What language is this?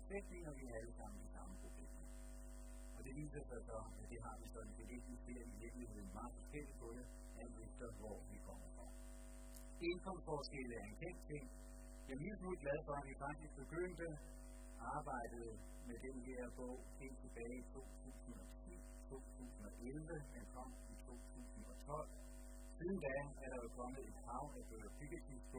Danish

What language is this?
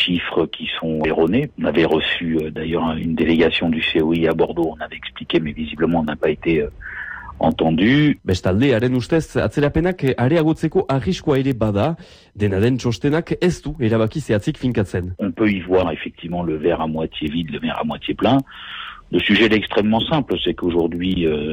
Basque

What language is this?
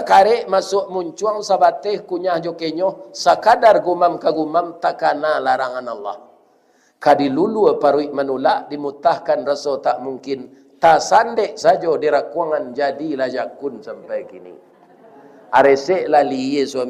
Minangkabau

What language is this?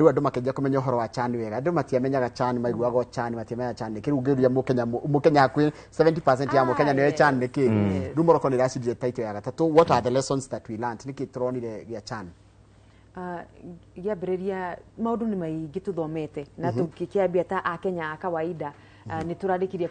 Kikuyu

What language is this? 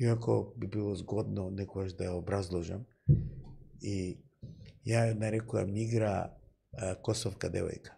Macedonian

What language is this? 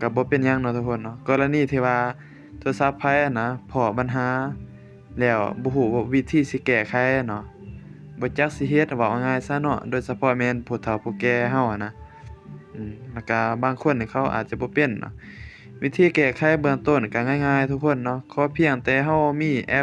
Lao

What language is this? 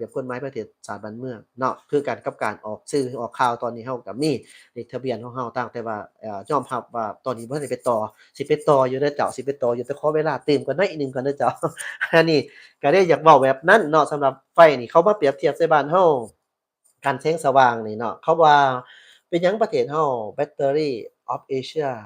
Lao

